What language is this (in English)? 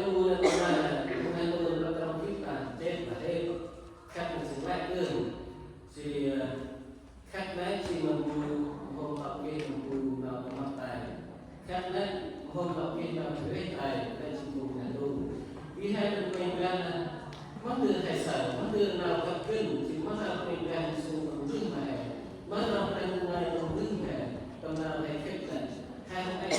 Central Mnong